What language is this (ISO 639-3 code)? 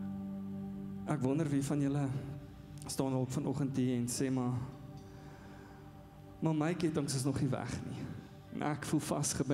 afr